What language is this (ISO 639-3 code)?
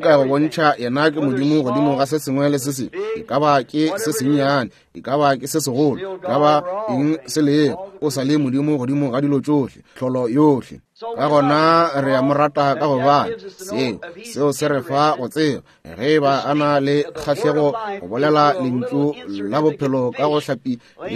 nso